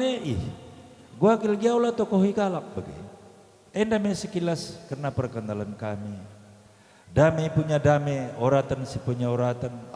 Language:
Batak Karo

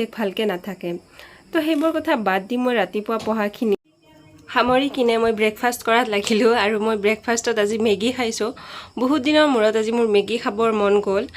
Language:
Assamese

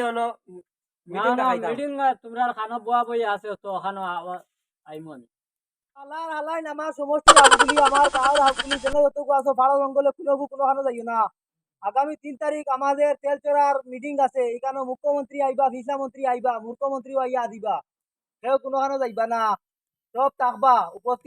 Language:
Sylheti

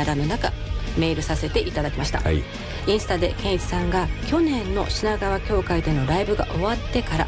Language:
Japanese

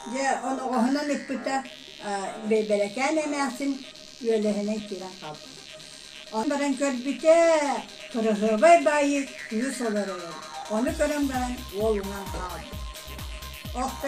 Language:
Yakut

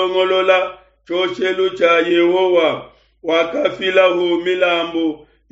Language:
Luba-Lulua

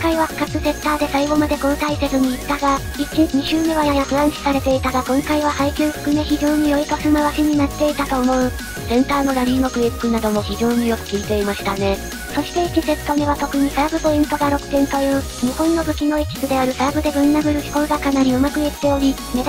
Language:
Japanese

